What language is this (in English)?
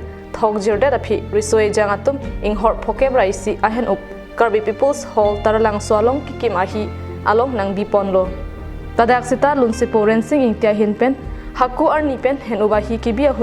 Karbi